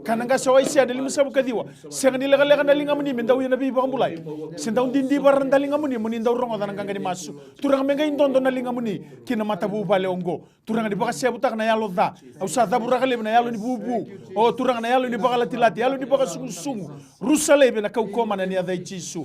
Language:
Fijian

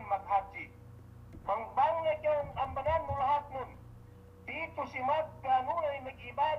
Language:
Yakan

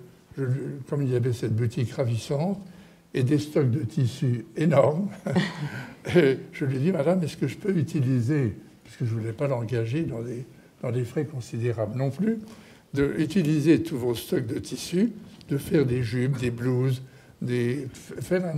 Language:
French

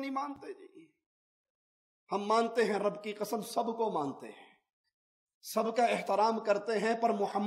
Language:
Urdu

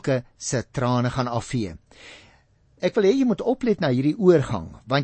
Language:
Afrikaans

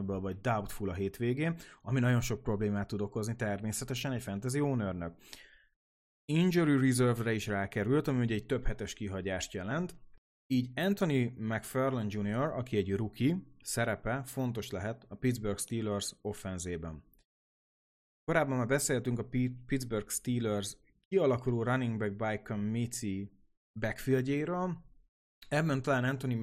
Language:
Hungarian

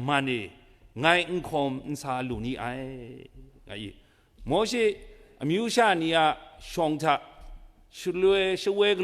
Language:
Kachin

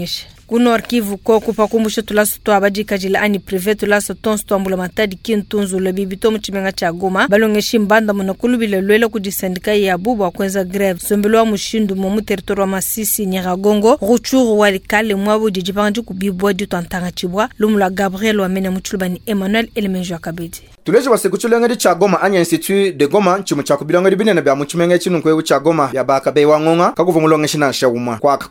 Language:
Luba-Lulua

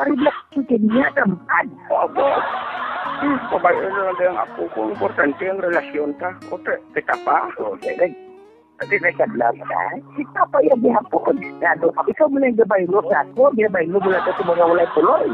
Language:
Hiligaynon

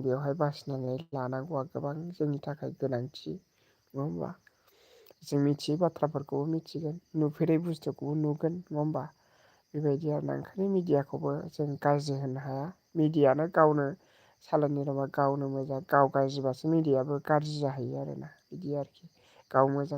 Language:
Bodo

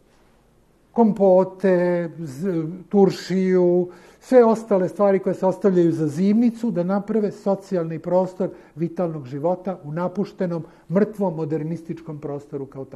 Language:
Serbian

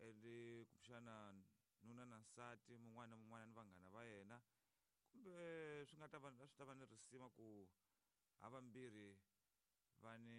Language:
Tsonga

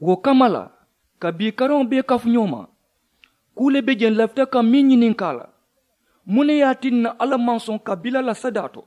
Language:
Mandingo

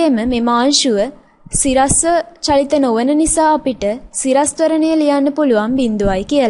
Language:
Sinhala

